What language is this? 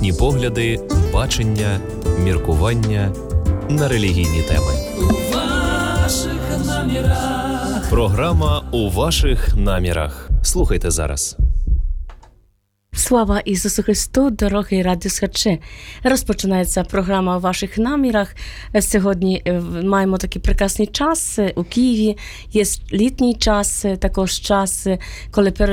Ukrainian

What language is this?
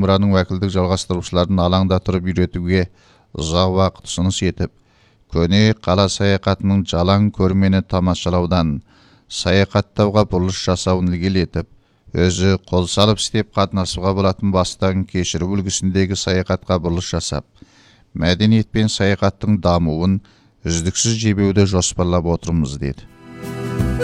Kazakh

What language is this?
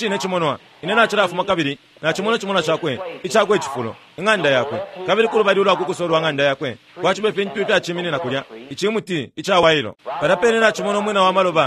Bemba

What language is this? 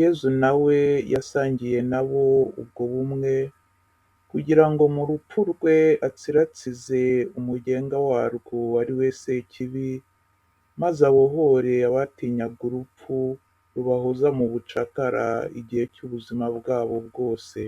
Kinyarwanda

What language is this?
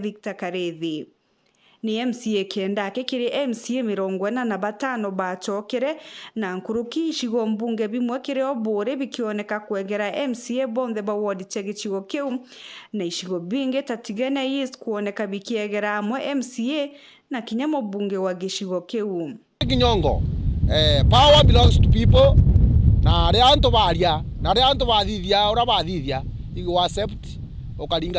Meru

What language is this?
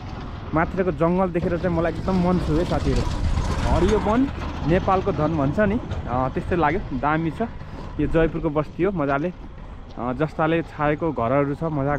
Nepali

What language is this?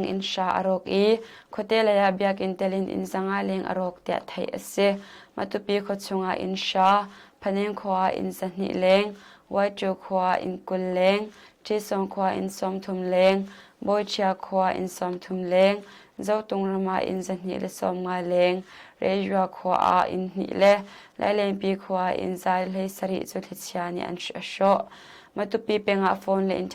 Hakha Chin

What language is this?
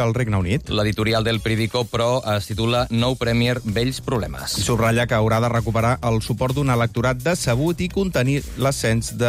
Catalan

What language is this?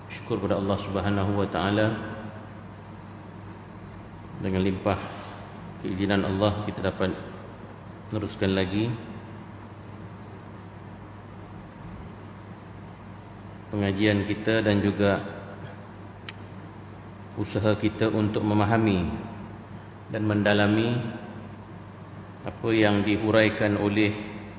Malay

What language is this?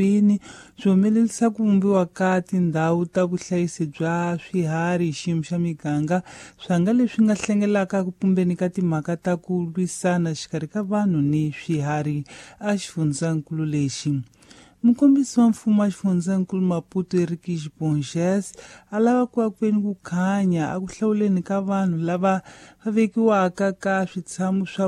Tsonga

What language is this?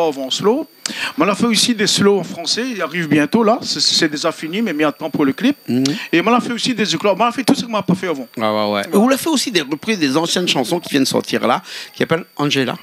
Réunion Creole French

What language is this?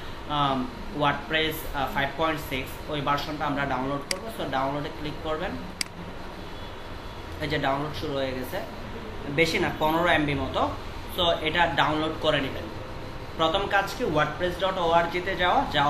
Bangla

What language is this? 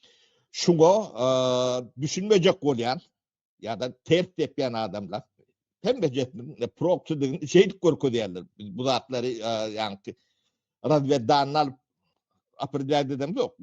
Turkmen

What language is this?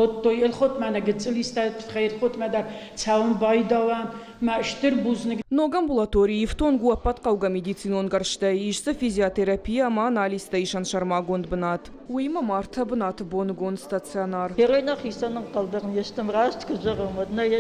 Ossetic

